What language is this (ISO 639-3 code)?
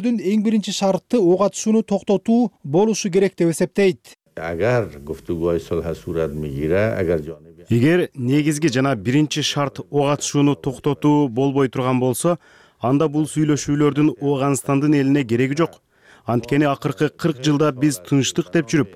kir